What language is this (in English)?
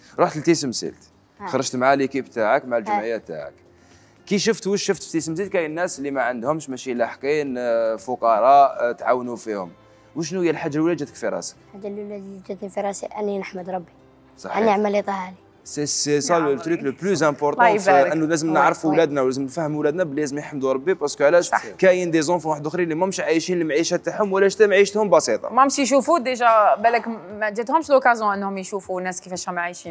Algerian Arabic